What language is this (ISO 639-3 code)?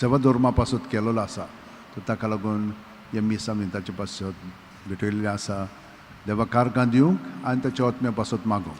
kok